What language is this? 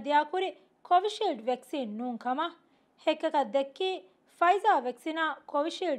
Divehi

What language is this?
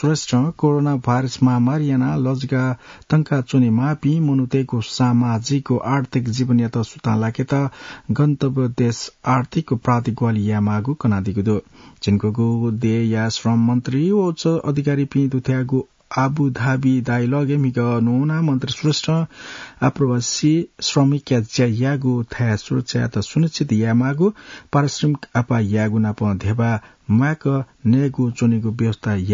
Newari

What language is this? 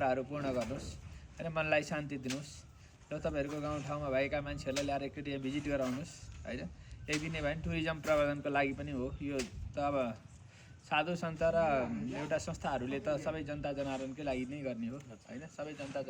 Nepali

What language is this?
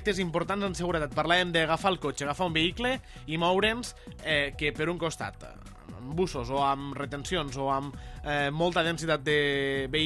Catalan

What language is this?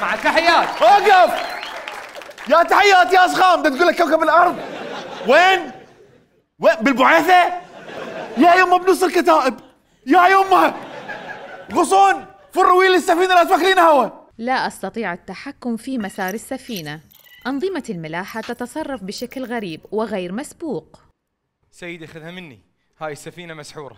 Mesopotamian Arabic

